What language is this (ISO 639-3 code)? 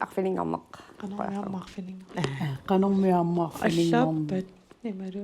kal